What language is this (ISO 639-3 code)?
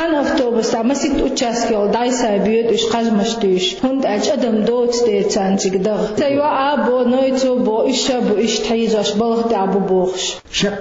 che